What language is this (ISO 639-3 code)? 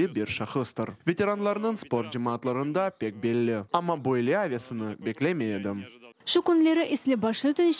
crh